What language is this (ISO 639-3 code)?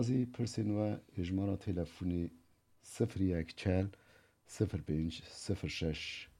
kur